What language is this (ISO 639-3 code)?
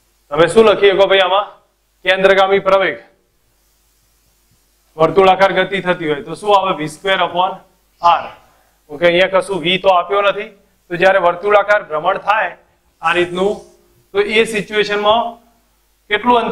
guj